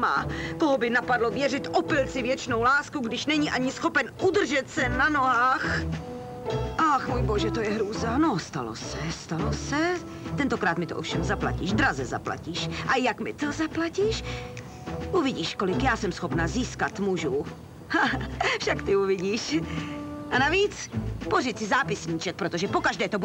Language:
Czech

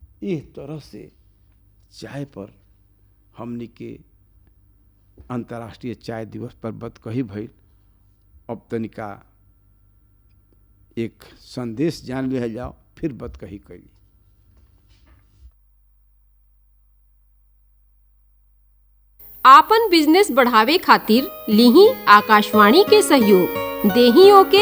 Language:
Bhojpuri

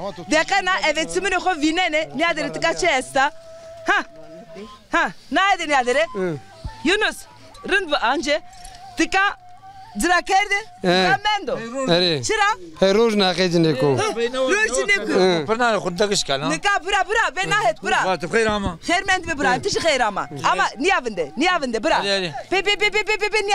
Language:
Zaza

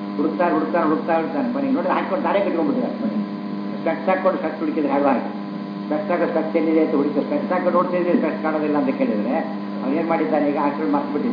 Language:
Kannada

